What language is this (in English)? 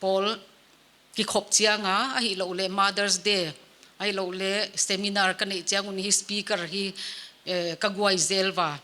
Paite Chin